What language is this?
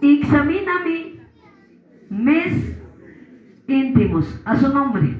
Quechua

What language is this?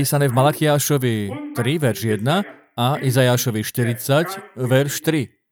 Slovak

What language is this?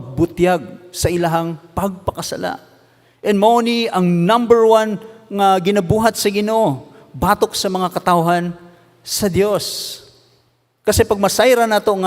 Cebuano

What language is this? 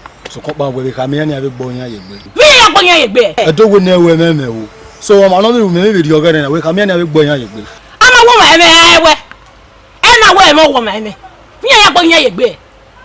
Bini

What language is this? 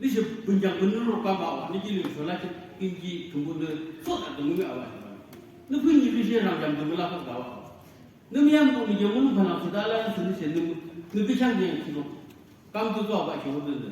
Naga Pidgin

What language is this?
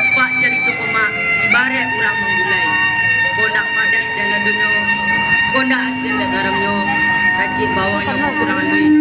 Minangkabau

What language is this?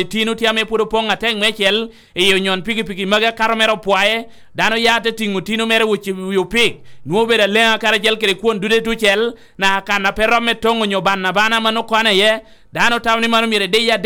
Lango (Uganda)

